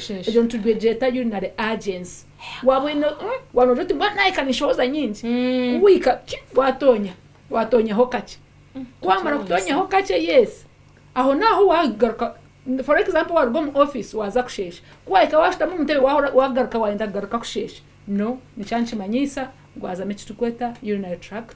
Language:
Nyankole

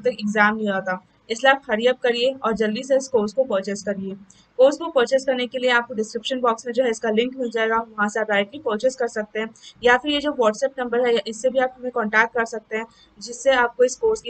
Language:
Hindi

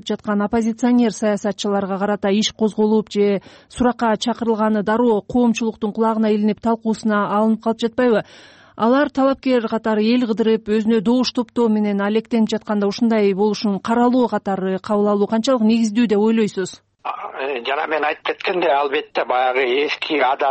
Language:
Kyrgyz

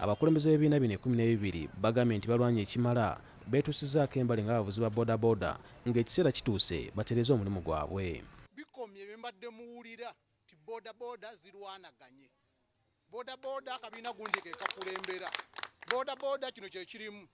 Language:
Ganda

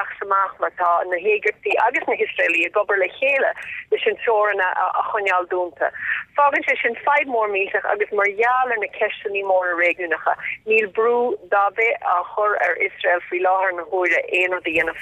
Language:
Irish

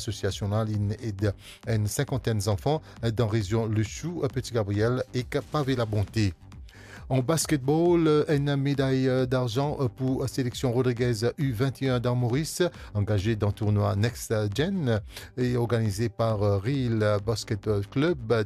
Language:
Morisyen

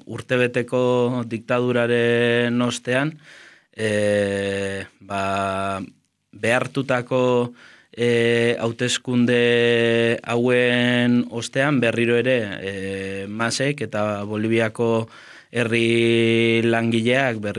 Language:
Basque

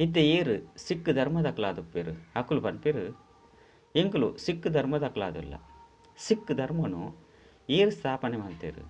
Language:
Tulu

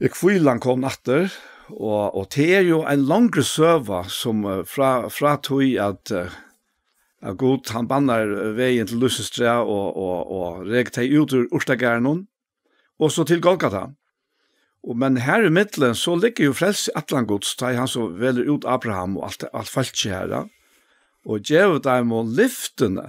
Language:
Faroese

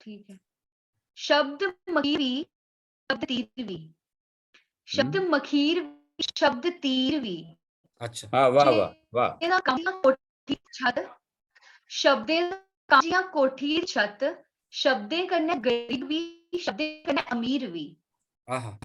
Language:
Dogri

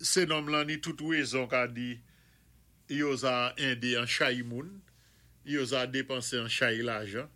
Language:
Saint Lucian Creole French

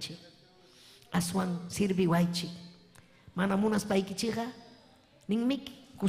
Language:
Ayacucho Quechua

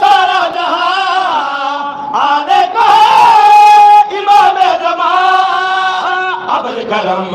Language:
Saraiki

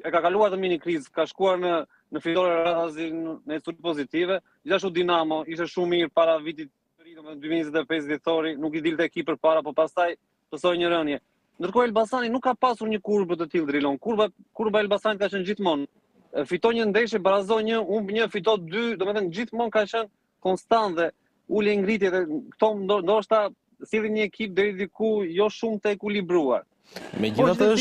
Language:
Albanian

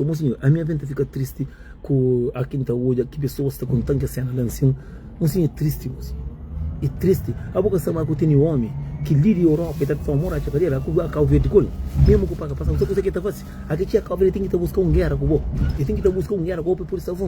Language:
Kabuverdianu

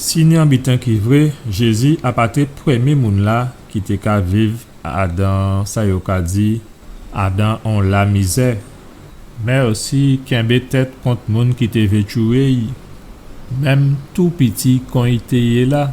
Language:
Guadeloupean Creole French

